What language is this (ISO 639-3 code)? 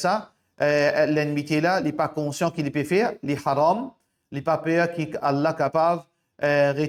mfe